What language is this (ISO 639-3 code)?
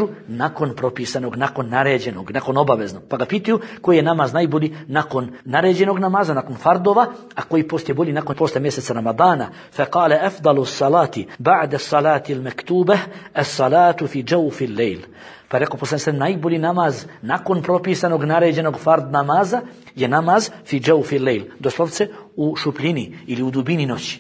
bos